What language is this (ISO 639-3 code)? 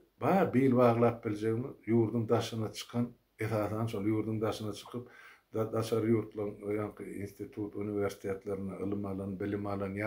tuk